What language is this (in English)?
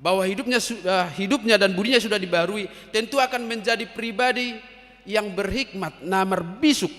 Batak Toba